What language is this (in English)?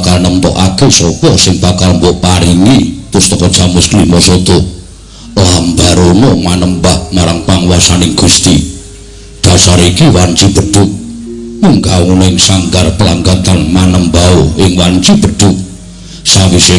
Javanese